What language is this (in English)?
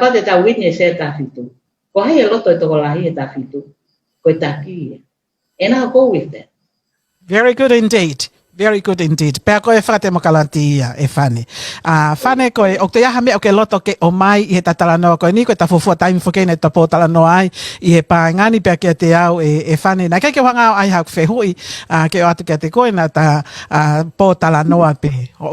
Tongan